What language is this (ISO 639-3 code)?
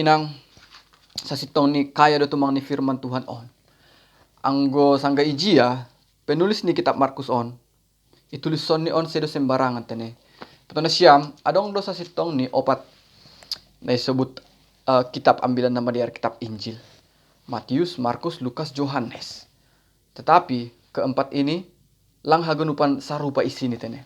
bts